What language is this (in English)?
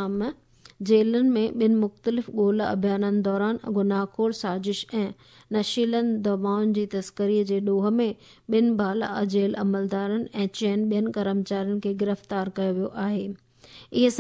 Sindhi